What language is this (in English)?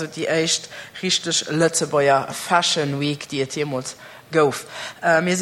Luxembourgish